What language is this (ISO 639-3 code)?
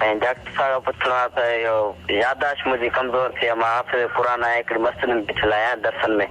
snd